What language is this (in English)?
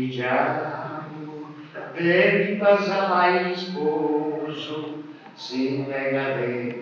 Sardinian